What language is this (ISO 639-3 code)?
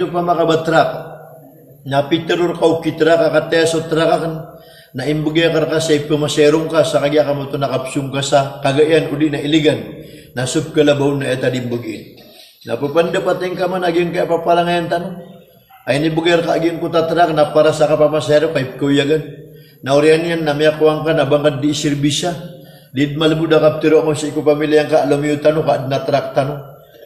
mrw